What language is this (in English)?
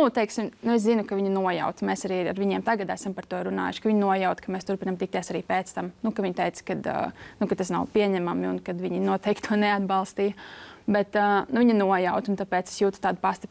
Latvian